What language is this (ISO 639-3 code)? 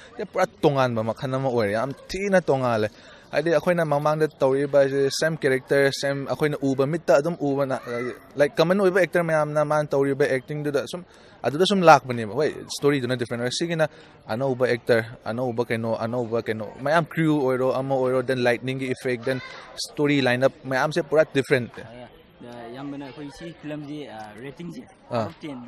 mni